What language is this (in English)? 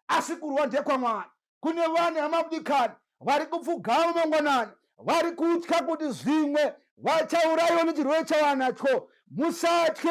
Shona